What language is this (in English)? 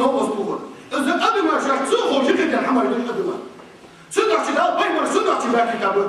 Ingush